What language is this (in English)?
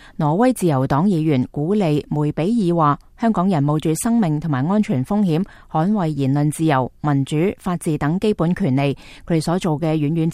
Cantonese